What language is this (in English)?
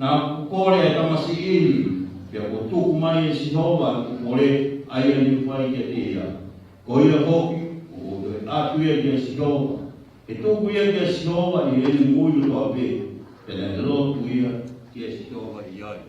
Tongan